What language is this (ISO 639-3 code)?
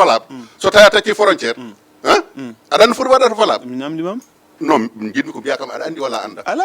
ful